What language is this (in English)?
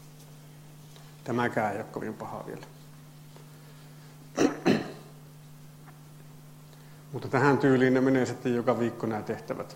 Finnish